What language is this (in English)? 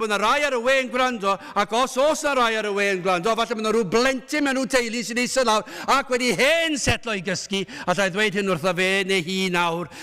Welsh